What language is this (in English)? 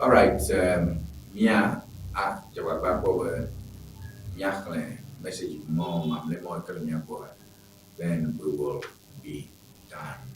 Ewe